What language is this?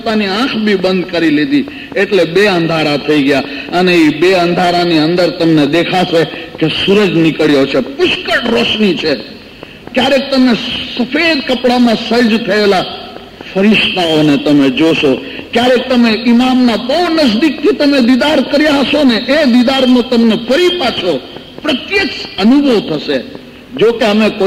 Gujarati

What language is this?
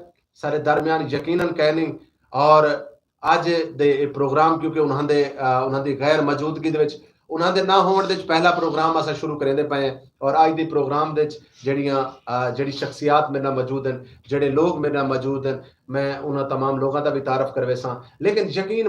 Saraiki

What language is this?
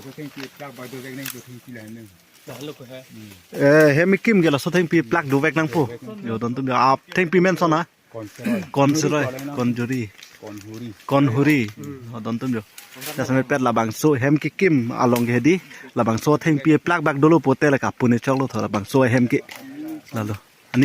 Karbi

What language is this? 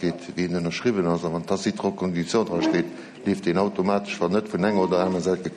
Luxembourgish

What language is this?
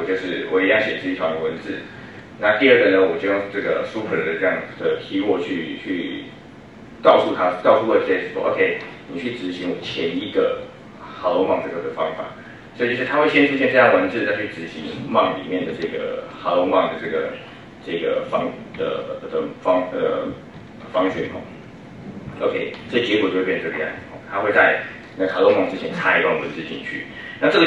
Chinese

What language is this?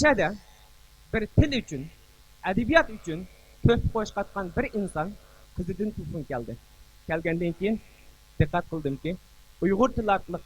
Uyghur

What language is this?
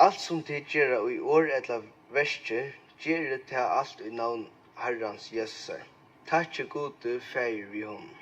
Faroese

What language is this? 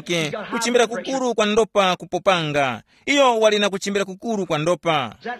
Tumbuka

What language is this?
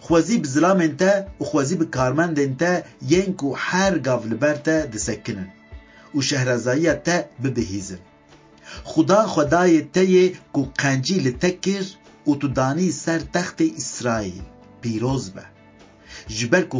Kurdish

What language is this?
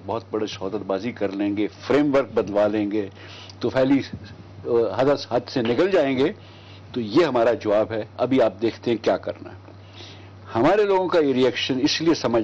Urdu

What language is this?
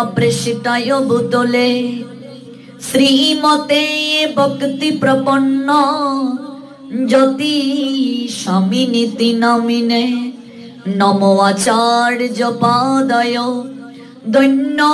Bangla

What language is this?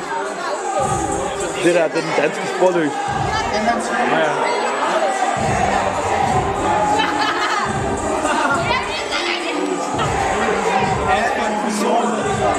Danish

